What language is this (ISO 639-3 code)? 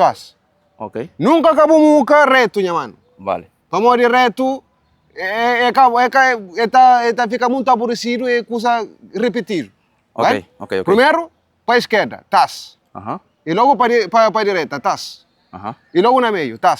kea